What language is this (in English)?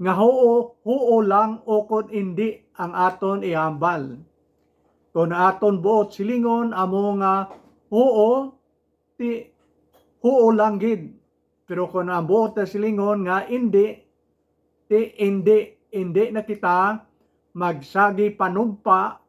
Hiligaynon